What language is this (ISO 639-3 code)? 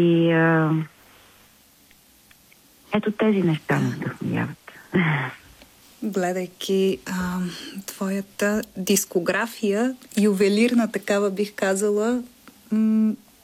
bul